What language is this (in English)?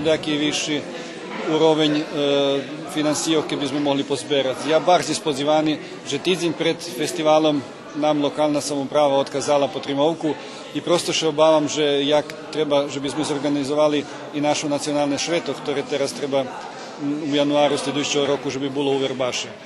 Rusyn